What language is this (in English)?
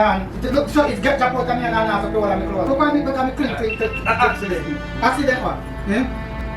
Jamaican Creole English